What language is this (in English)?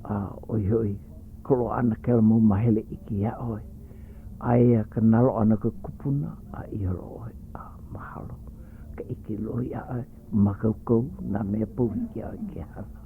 Hawaiian